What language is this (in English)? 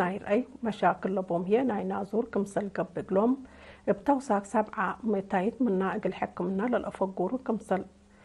Tigre